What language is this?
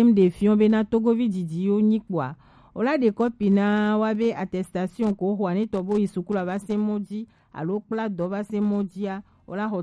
Gen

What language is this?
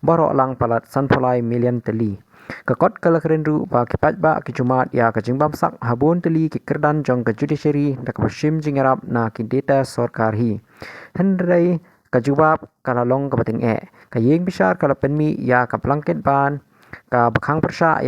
Khasi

